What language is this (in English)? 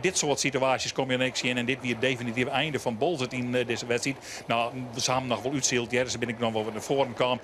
Western Frisian